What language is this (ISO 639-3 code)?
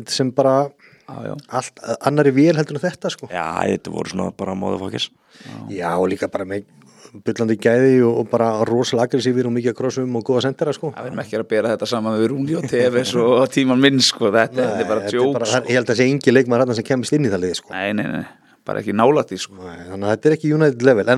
isl